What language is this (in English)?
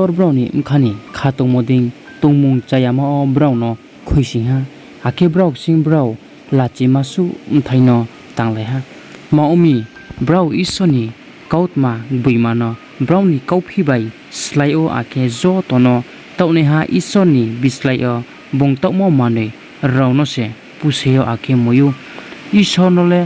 Riang (India)